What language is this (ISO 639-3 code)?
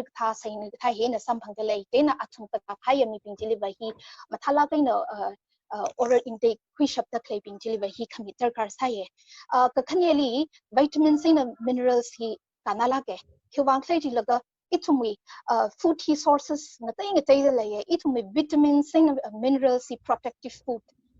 nmf